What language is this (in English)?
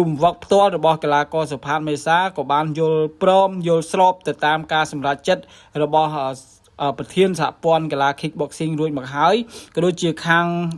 Khmer